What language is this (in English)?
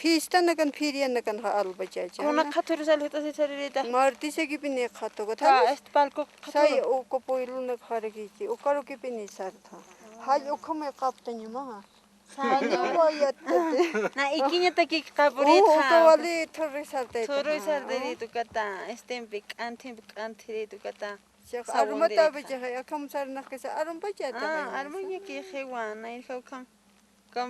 Aymara